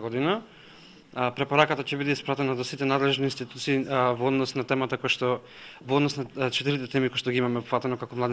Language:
Macedonian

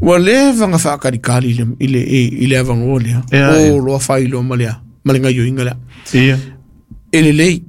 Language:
Samoan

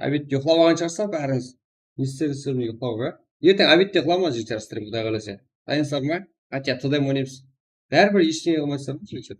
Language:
Kara-Kalpak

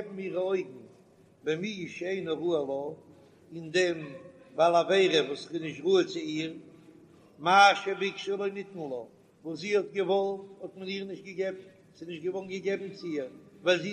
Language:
Yiddish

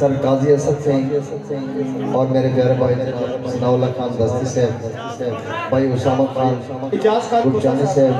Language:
Saraiki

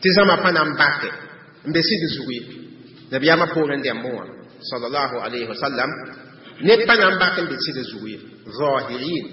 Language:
Mossi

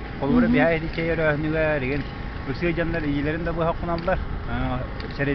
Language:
Yakut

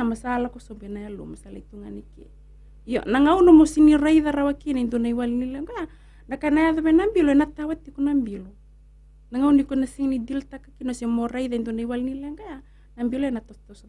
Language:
Fijian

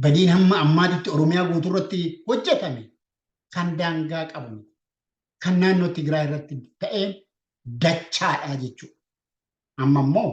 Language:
Oromo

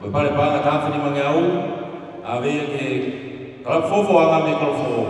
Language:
Tongan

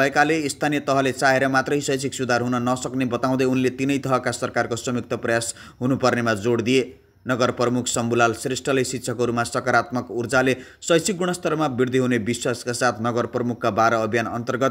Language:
Nepali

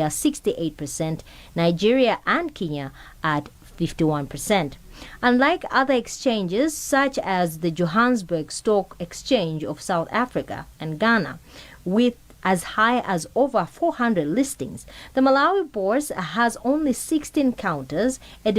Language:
English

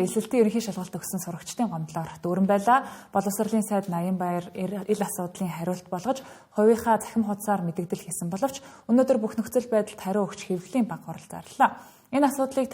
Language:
Mongolian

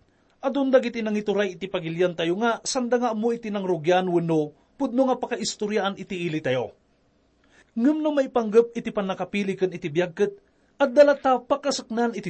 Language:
Iloko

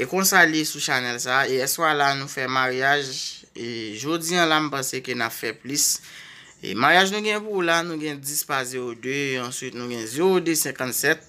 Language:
Haitian Creole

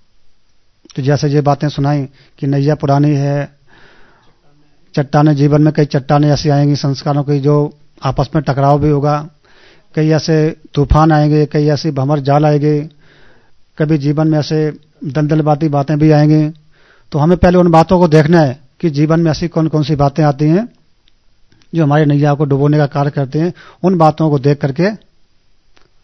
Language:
Hindi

